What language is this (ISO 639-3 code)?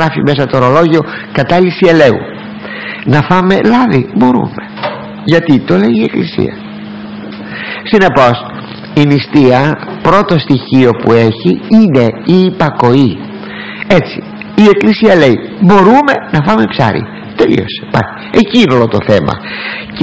ell